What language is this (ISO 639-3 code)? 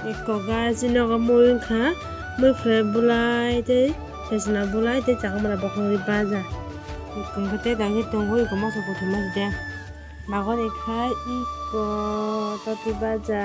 trp